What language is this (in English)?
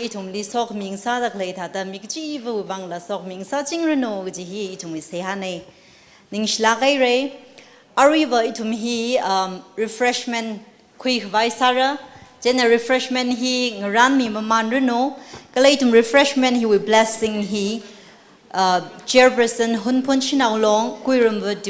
Tangkhul Naga (India)